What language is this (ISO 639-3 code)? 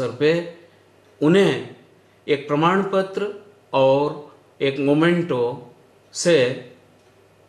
guj